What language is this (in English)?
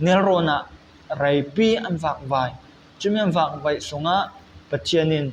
Falam Chin